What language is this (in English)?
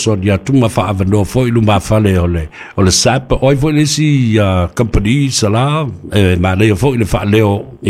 Samoan